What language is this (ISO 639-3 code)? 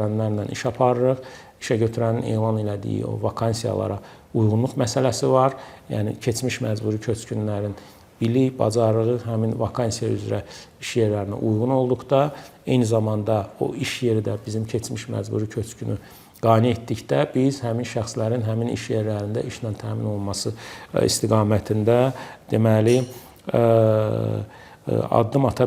aze